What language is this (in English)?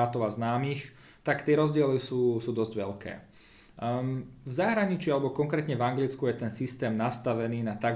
Slovak